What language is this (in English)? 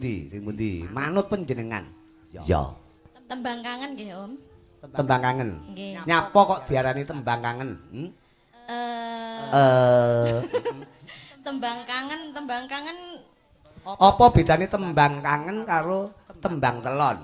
Javanese